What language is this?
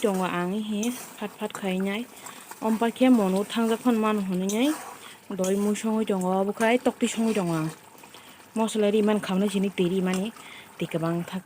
Kok Borok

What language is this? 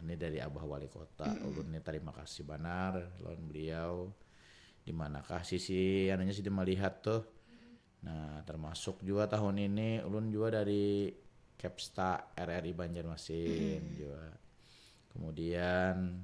Banjar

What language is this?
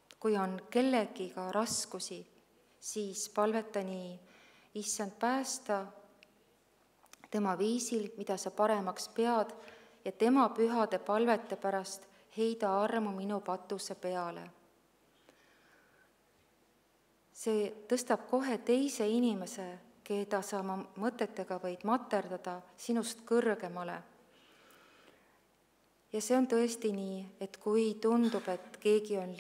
Estonian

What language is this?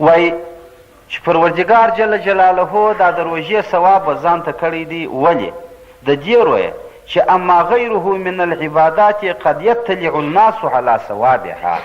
Pashto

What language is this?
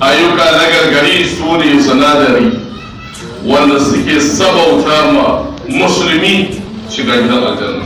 Hausa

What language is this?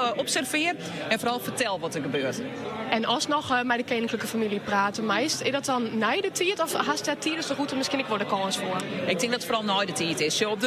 Western Frisian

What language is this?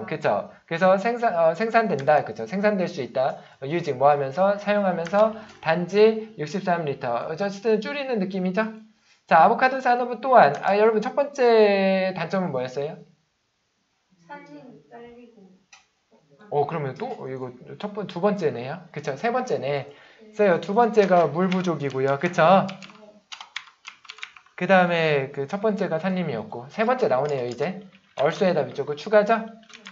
Korean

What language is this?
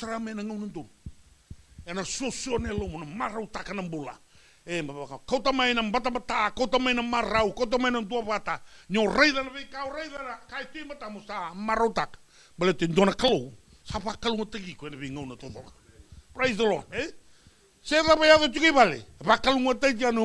Fijian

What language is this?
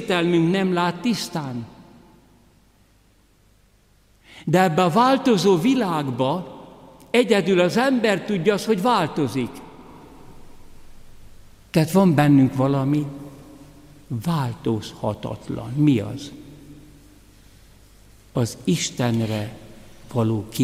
Hungarian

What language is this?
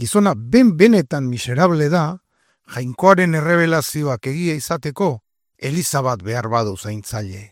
Basque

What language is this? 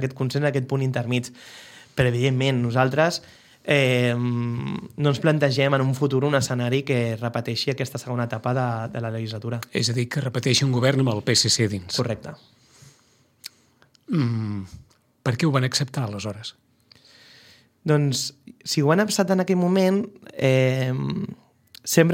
Catalan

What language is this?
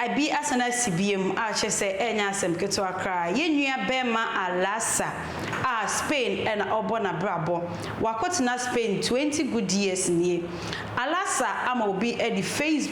Akan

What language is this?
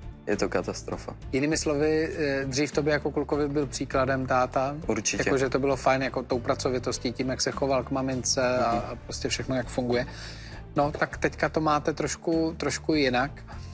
Czech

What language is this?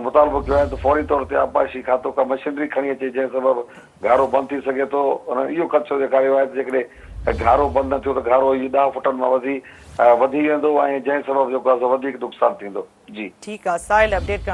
Sindhi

